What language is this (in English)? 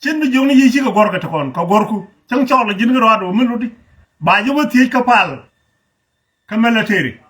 Nuer